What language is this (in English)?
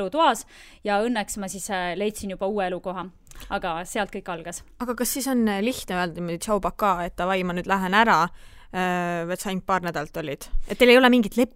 Estonian